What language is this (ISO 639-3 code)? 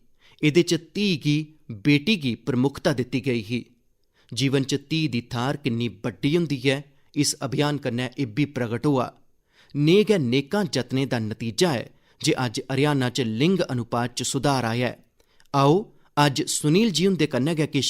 doi